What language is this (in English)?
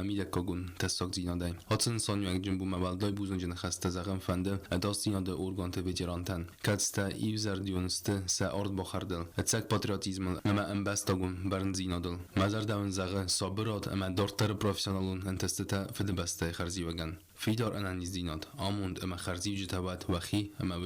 Ossetic